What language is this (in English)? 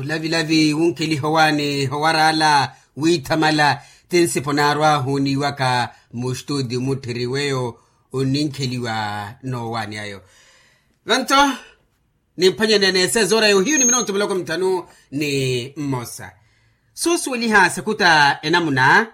Makhuwa